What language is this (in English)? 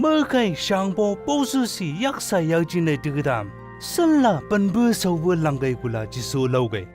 Chang Naga